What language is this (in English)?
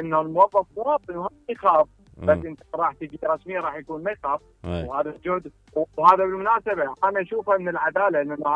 Mesopotamian Arabic